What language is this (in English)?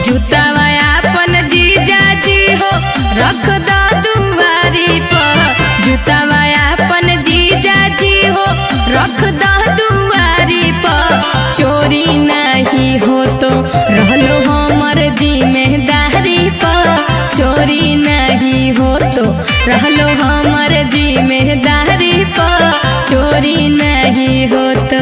Magahi